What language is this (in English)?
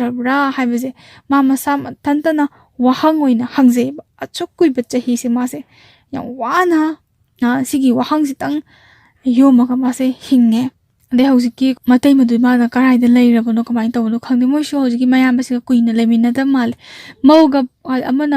Manipuri